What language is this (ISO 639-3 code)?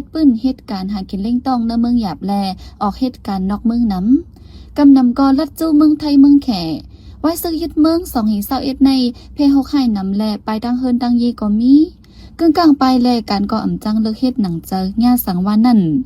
shn